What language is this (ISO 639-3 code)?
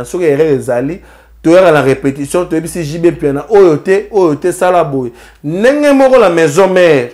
lin